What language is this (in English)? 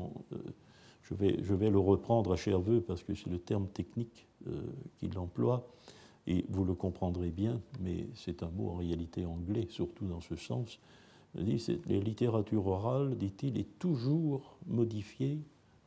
French